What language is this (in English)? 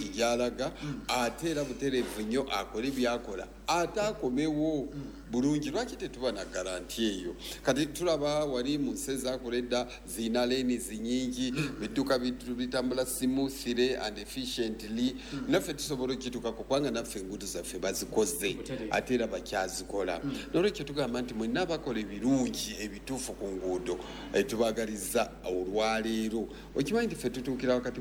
Ganda